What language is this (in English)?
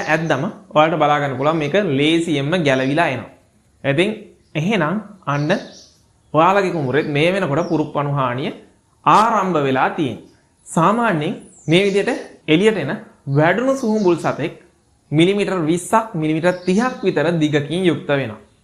Sinhala